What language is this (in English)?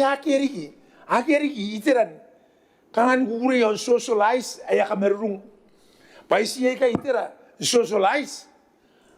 Gilbertese